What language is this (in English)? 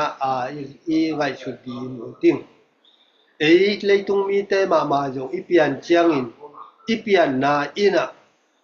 Tedim Chin